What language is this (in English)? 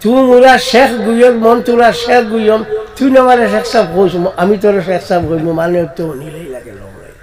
Sylheti